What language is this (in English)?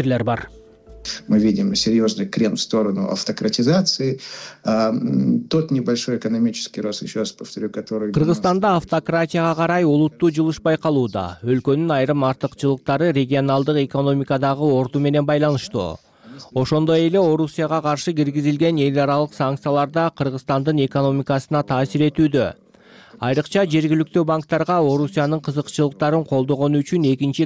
Kyrgyz